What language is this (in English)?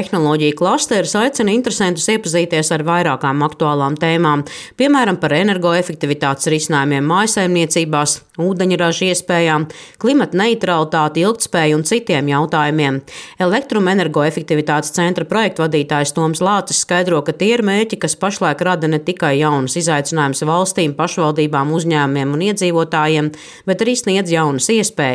Latvian